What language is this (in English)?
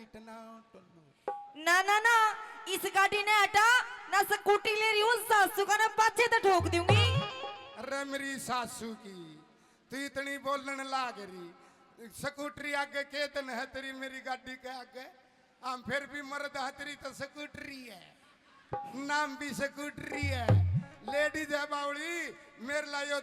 Haryanvi